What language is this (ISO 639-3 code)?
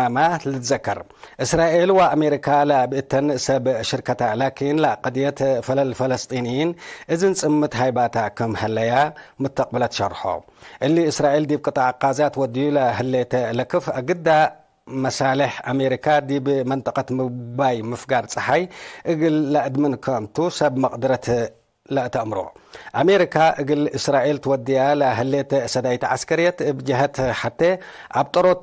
tig